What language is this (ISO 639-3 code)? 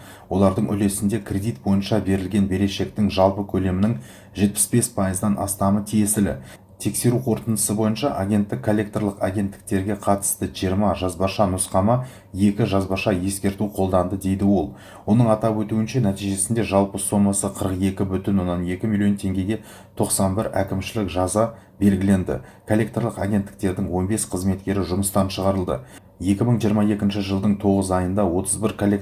kaz